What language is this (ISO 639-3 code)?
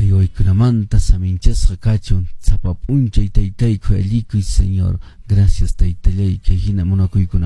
que